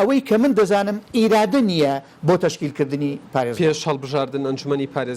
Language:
Central Kurdish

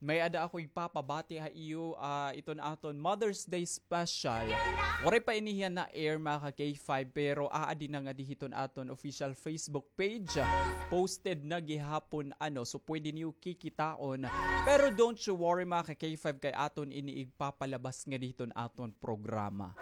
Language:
Waray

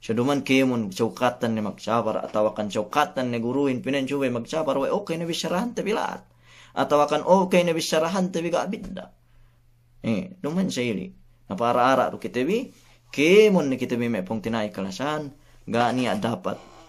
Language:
Yakan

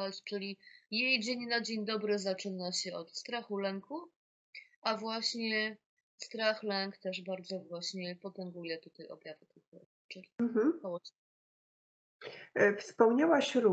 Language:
Polish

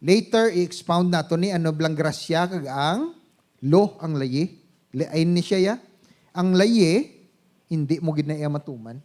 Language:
Hiligaynon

